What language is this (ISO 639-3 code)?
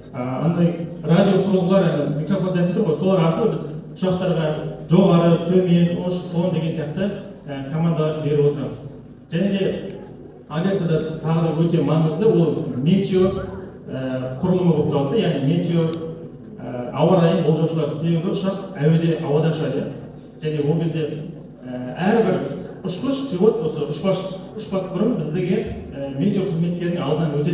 kaz